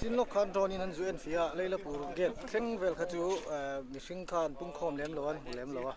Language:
Mizo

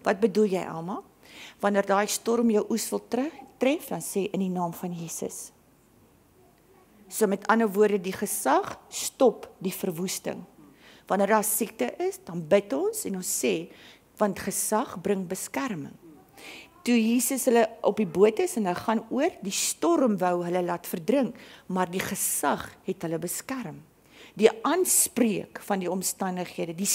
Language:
Afrikaans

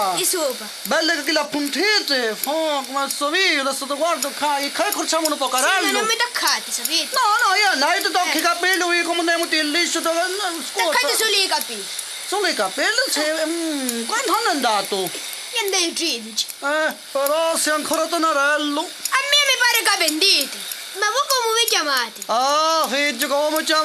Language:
Sicilian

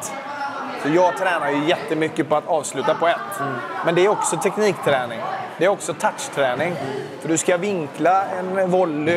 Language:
Swedish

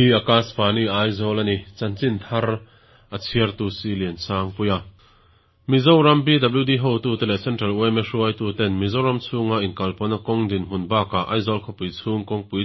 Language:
Mizo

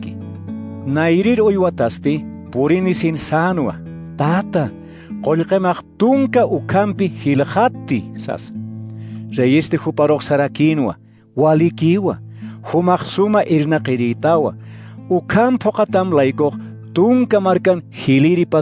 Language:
Aymara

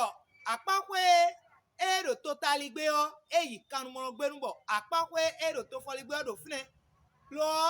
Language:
Fon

